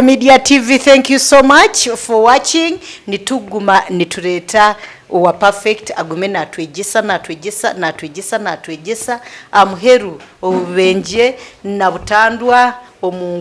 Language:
Nyankole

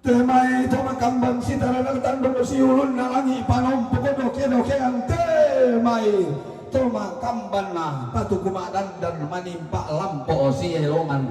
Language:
Toraja-Sa'dan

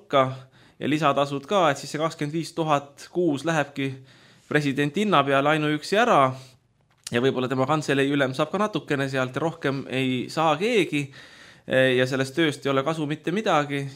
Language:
Estonian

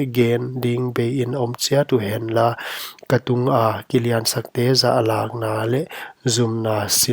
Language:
Paite Chin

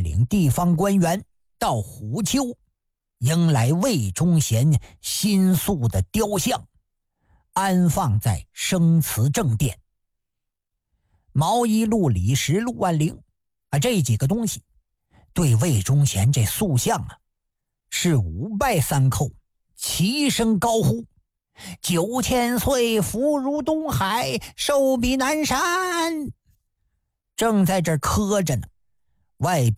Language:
Chinese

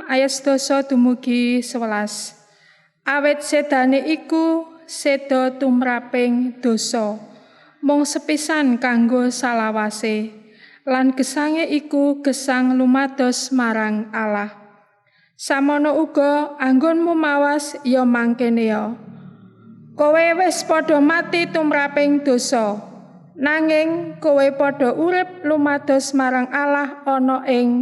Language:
Javanese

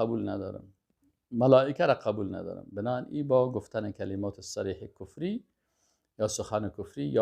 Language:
Persian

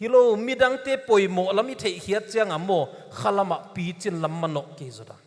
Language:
Paite Chin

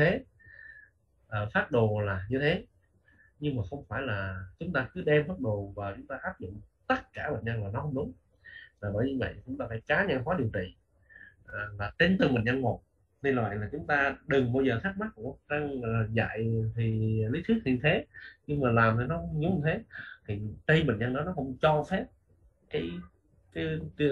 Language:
Vietnamese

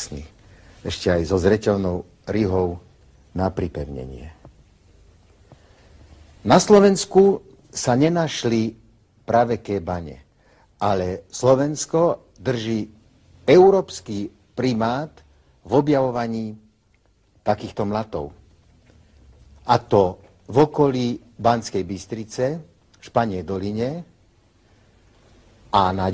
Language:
Slovak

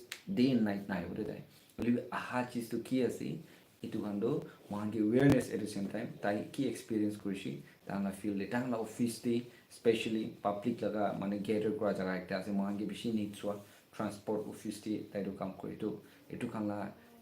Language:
Naga Pidgin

